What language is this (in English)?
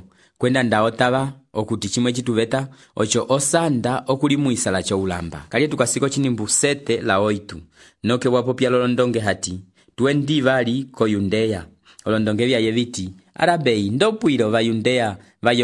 Umbundu